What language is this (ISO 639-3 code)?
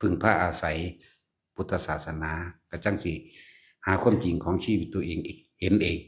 tts